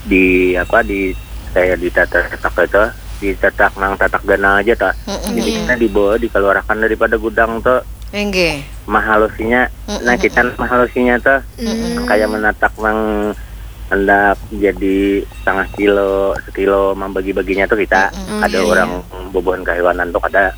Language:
Banjar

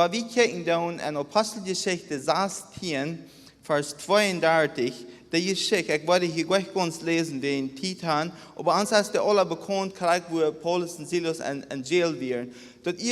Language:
Plautdietsch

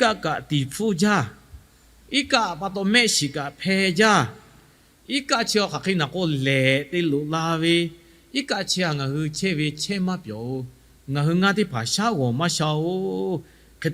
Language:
Lahu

